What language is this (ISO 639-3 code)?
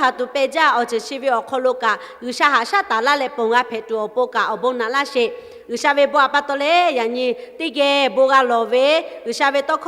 lhu